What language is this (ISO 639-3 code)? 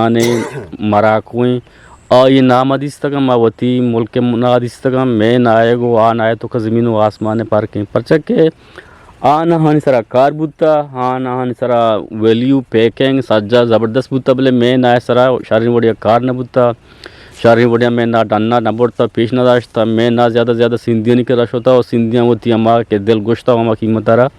bgp